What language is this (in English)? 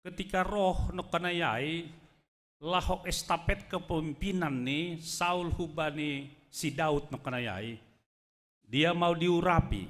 Batak Simalungun